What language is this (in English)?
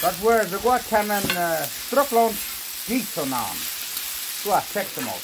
Plautdietsch